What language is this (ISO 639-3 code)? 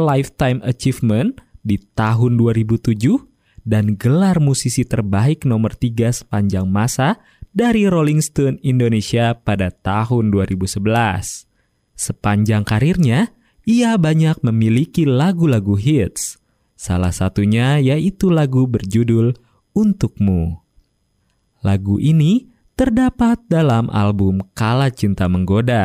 ind